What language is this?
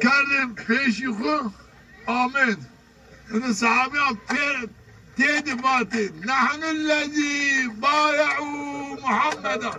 Zaza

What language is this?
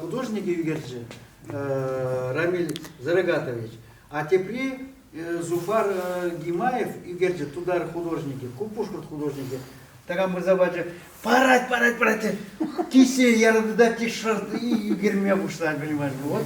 Chuvash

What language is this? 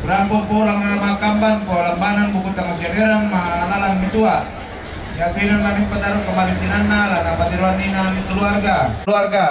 Toraja-Sa'dan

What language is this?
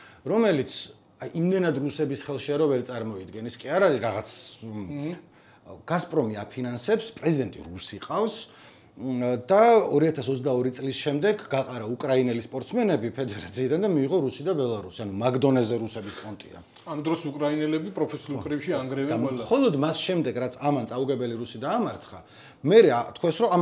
Georgian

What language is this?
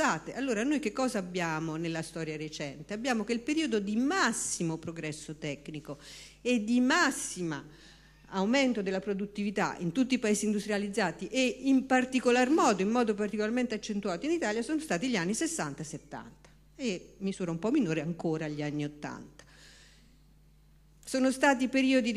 Italian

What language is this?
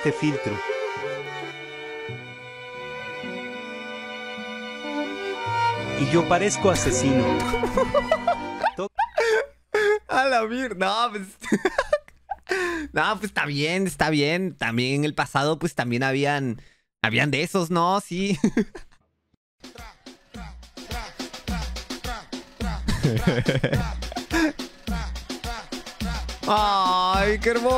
Spanish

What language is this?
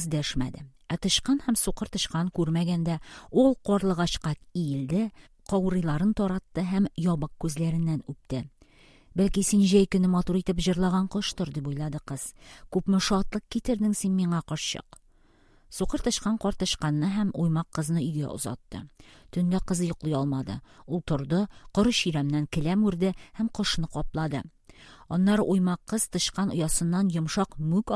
Tatar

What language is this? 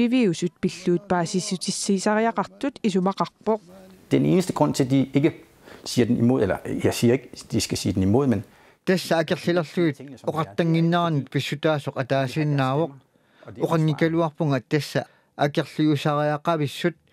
Kalaallisut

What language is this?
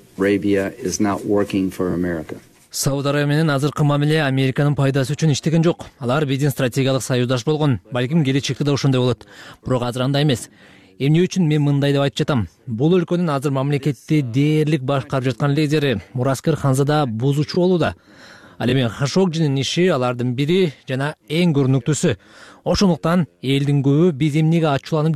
Kyrgyz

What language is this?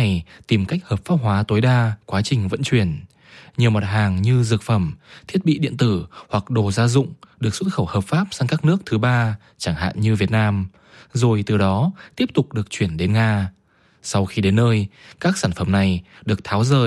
Vietnamese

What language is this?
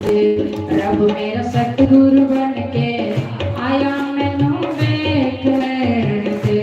Dogri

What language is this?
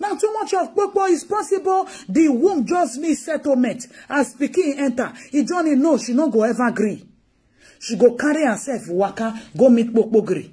Nigerian Pidgin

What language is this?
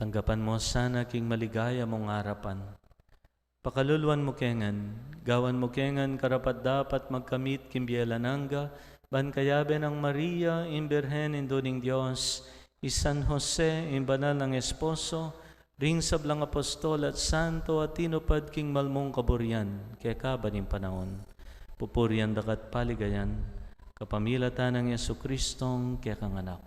Pampanga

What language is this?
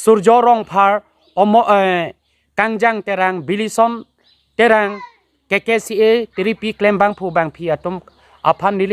Karbi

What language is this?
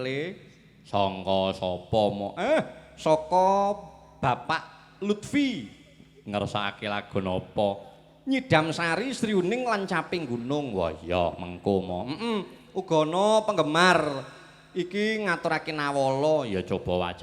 Javanese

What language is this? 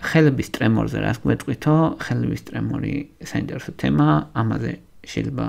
Georgian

